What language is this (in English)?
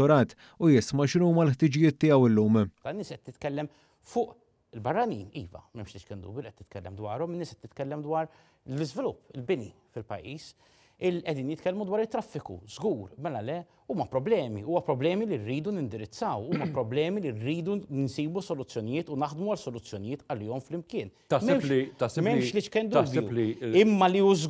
Maltese